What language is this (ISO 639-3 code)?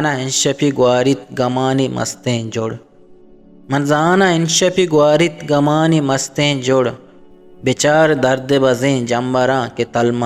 bgp